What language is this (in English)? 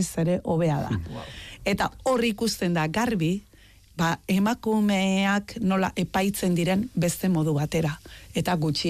Basque